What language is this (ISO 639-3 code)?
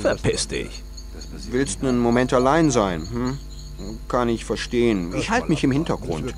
bar